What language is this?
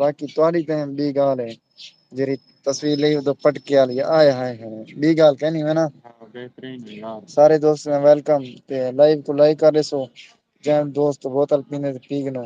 Saraiki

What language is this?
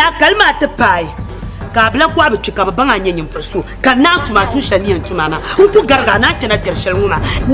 Dagbani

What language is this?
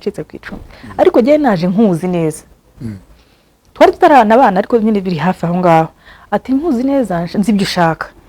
Kinyarwanda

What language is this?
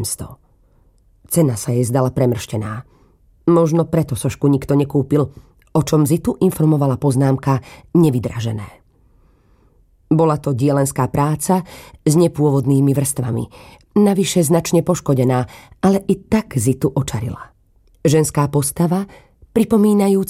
Slovak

